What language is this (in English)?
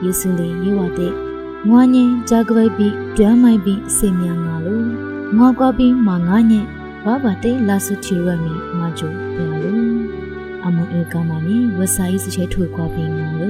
Lisu